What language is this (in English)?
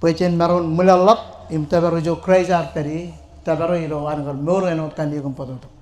Marshallese